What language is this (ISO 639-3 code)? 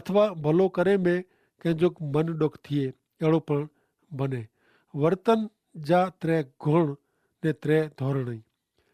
kfr